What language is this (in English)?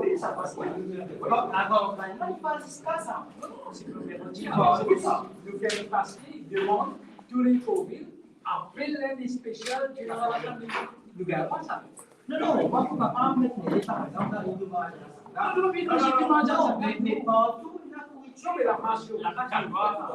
Morisyen